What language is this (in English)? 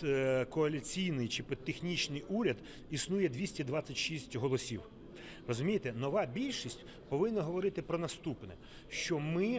Ukrainian